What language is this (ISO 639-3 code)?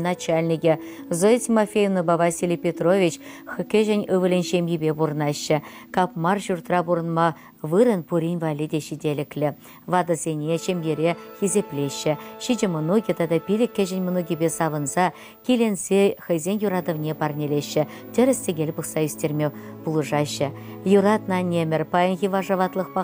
chv